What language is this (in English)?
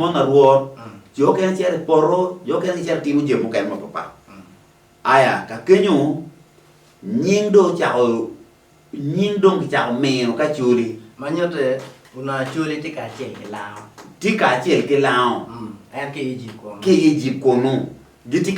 Acoli